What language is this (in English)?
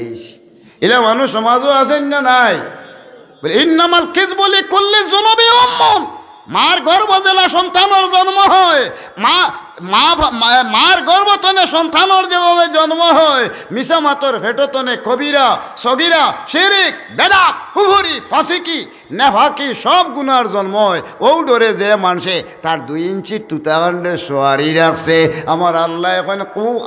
Sylheti